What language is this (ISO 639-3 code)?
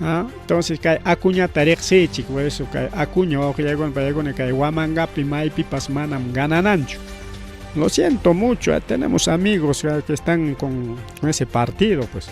quy